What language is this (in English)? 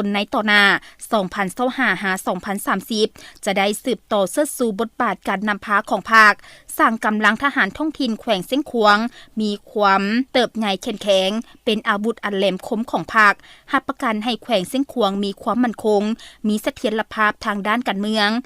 Lao